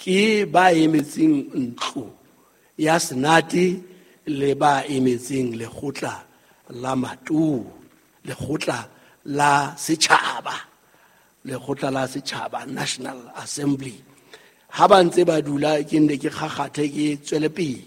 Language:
Southern Sotho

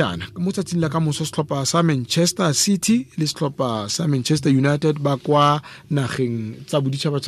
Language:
Tswana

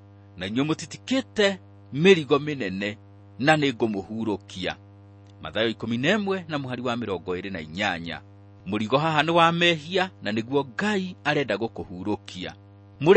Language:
Kikuyu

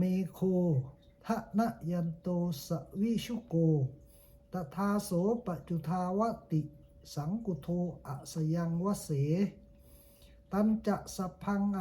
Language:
Pali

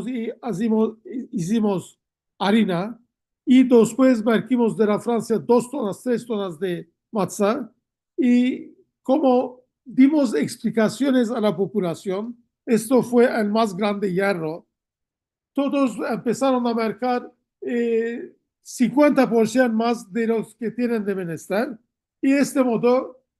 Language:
Ladino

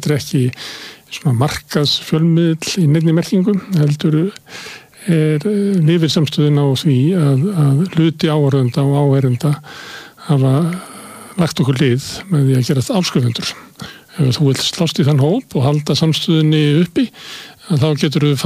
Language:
Icelandic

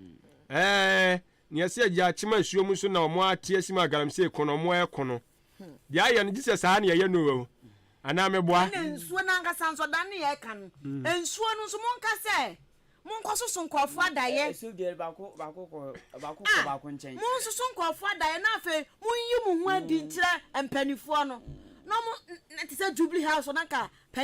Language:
Akan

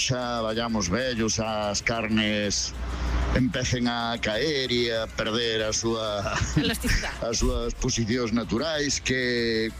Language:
Galician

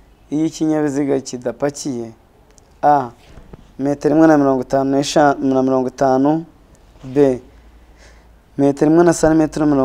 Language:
Kinyarwanda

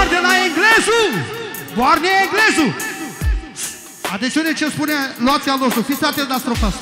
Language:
Romanian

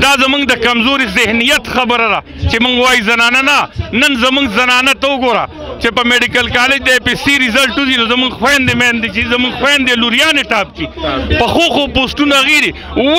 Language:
Pashto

